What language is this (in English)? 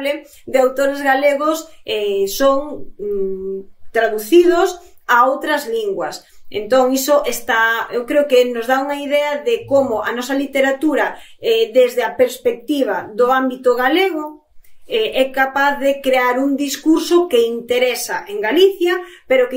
Galician